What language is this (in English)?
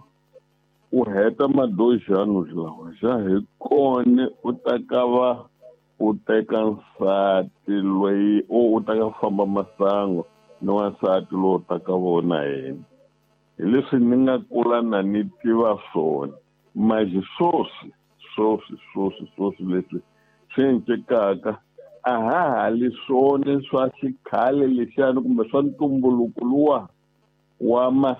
Tsonga